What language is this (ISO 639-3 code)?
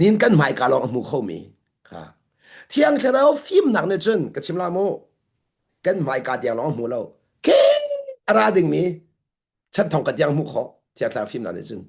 cnh